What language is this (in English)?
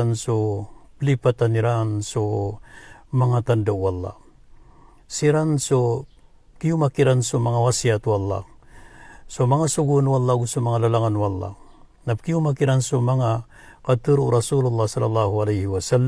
Maranao